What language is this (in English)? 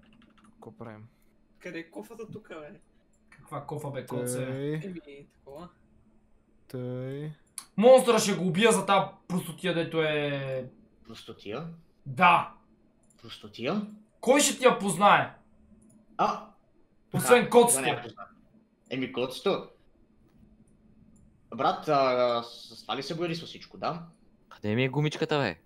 Bulgarian